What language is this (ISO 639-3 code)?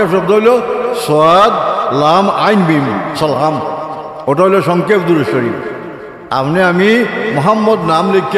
syl